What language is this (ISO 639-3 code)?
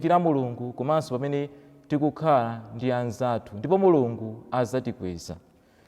nya